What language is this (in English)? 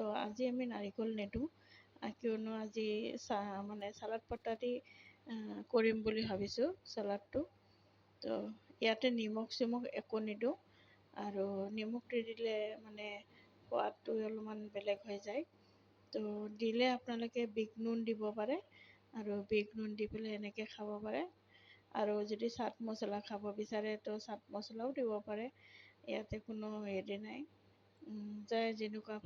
Assamese